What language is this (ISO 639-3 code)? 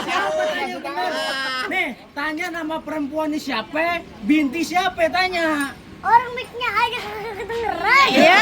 bew